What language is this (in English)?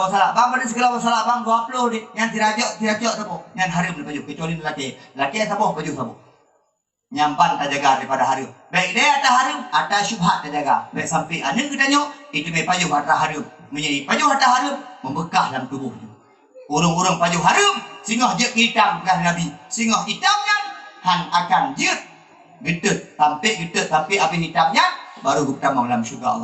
Achinese